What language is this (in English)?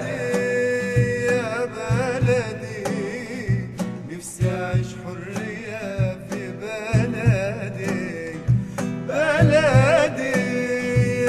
Egyptian Arabic